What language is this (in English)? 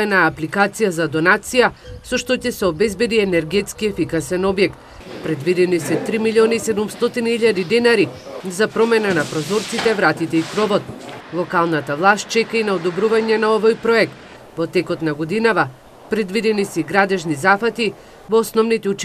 Macedonian